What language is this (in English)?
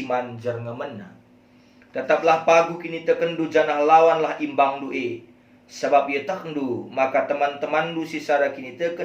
Batak Karo